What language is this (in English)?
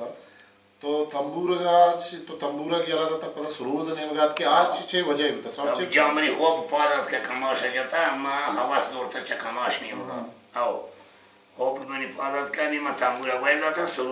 Baluchi